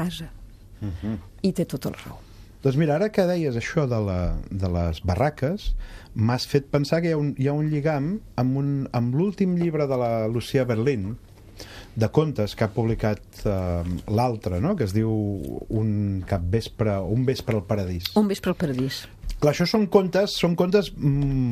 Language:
Catalan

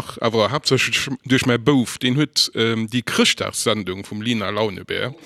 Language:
Luxembourgish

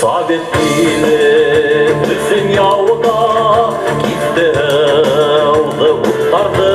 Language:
Bashkir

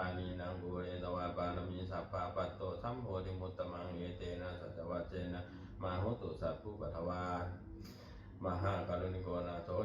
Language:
Pali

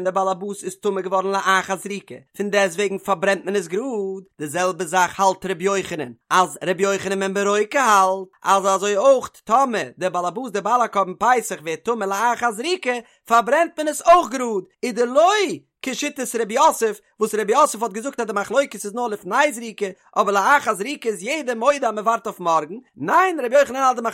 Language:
Yiddish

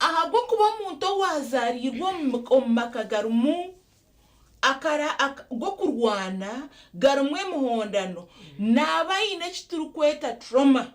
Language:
Nyankole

